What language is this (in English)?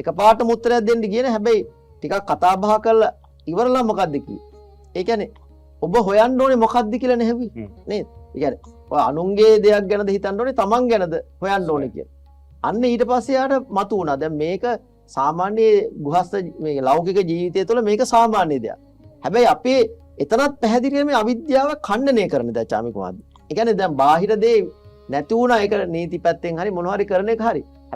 Sinhala